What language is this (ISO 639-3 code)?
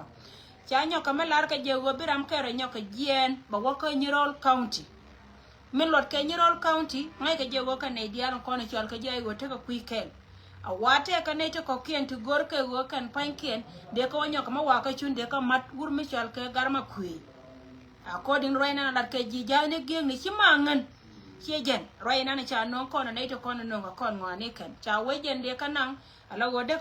nus